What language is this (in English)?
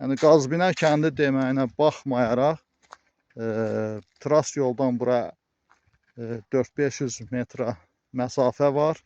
Azerbaijani